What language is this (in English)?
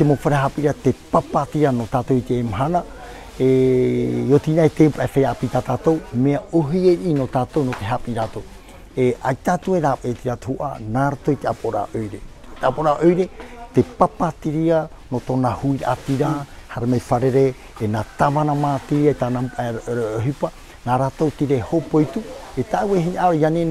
Tahitian